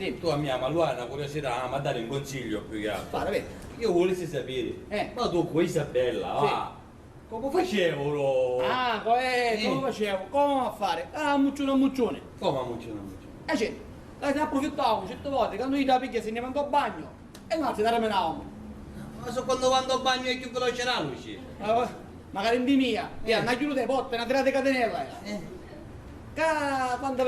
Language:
Sicilian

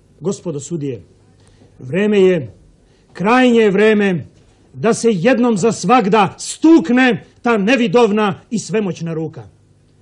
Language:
Serbian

